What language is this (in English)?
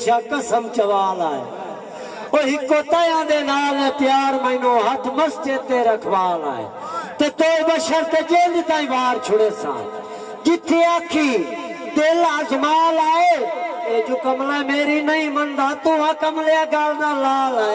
Saraiki